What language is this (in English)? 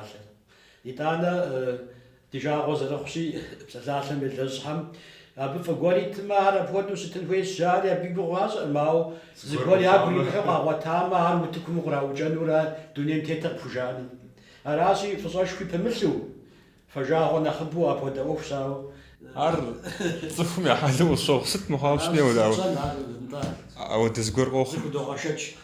Kabardian